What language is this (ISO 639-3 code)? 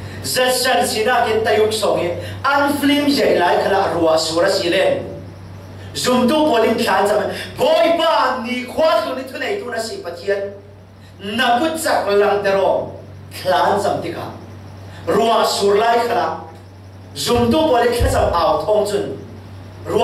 cfm